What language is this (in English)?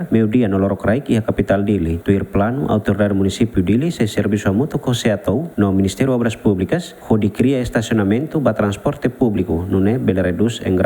Tetum